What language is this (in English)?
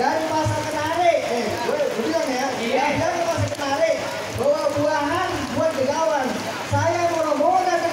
Betawi